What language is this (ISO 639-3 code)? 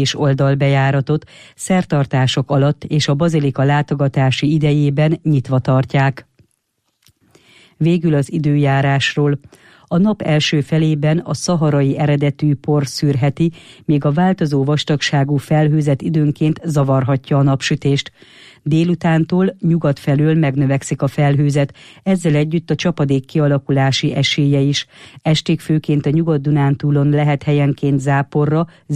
hun